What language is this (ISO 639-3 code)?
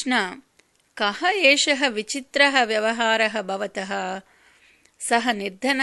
san